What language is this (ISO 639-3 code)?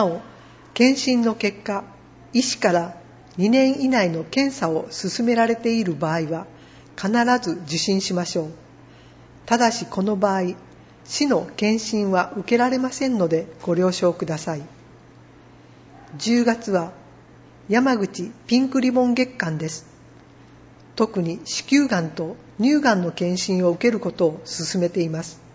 jpn